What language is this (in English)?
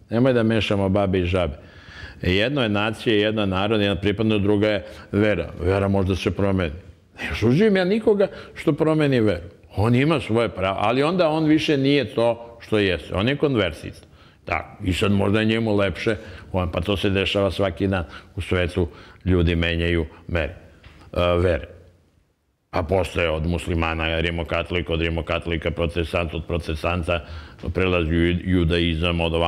Serbian